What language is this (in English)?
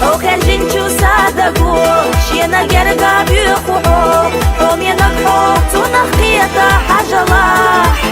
Chechen